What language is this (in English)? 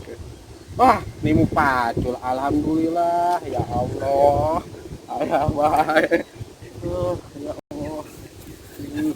Sundanese